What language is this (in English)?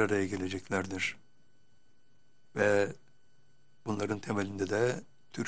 Turkish